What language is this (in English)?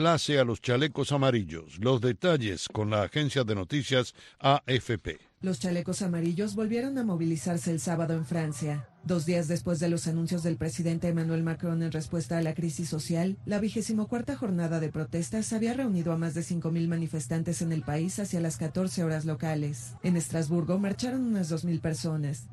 Spanish